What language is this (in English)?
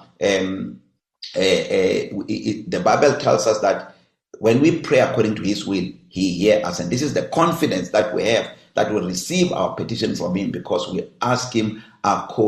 English